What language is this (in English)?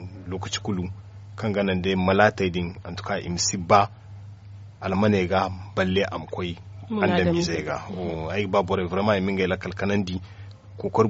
Zarma